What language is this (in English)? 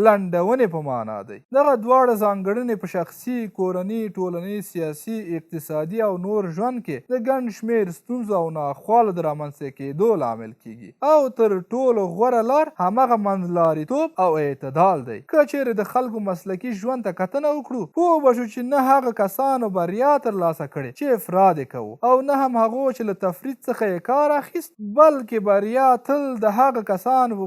Pashto